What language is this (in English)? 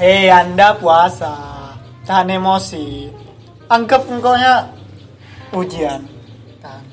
Madurese